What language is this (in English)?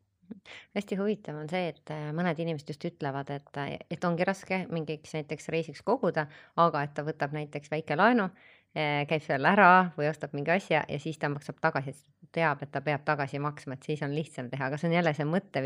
Estonian